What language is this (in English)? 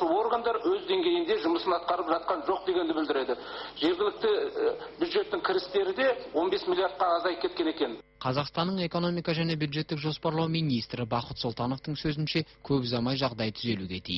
Kazakh